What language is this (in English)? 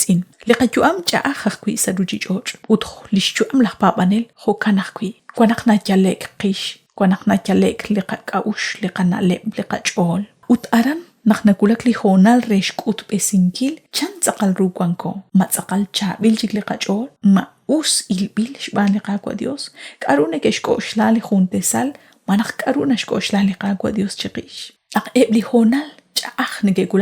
Kekchí